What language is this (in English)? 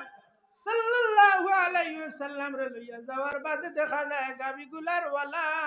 Sylheti